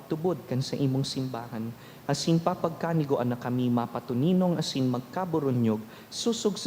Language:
Bikol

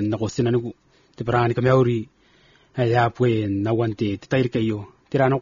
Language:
Gilbertese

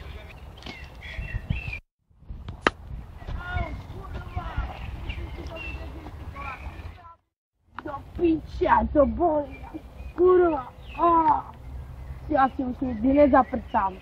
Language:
Czech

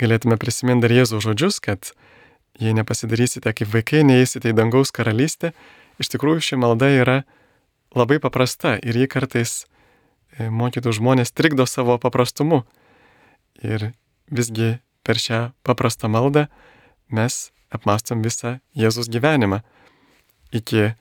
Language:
Lithuanian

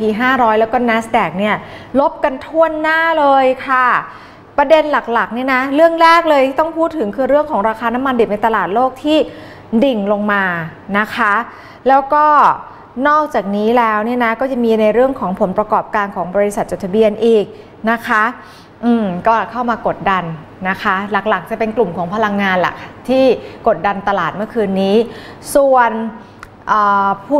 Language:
Thai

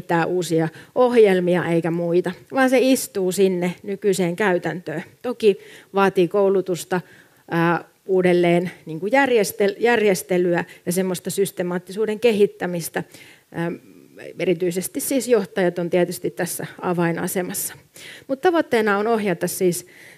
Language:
Finnish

